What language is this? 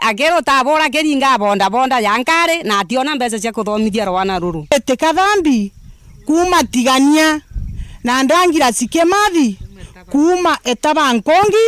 Meru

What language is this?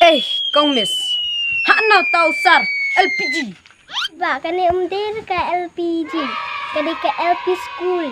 Khasi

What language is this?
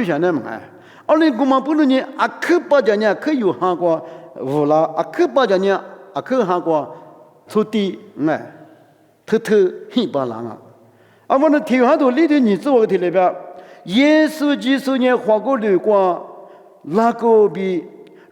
Lisu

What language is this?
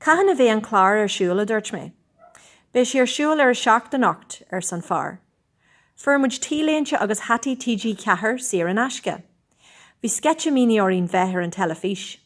Irish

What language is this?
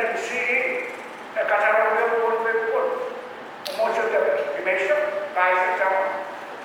Pohnpeian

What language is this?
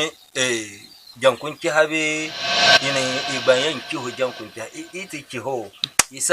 Dagbani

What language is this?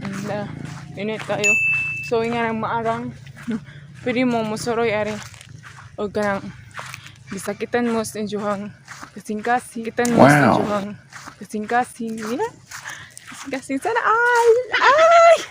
Cebuano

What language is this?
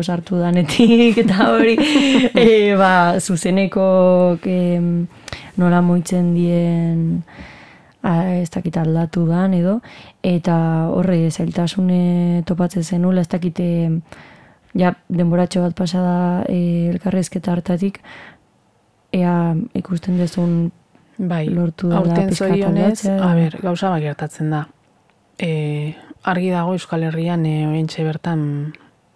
Basque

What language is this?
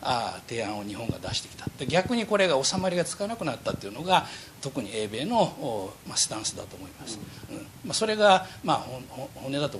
Japanese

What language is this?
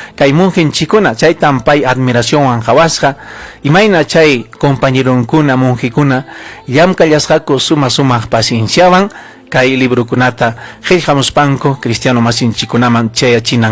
Ayacucho Quechua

